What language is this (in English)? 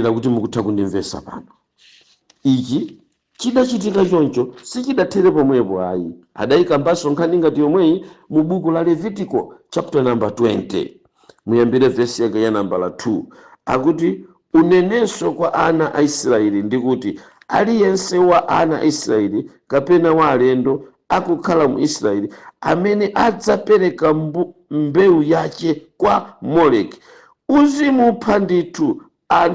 Nyanja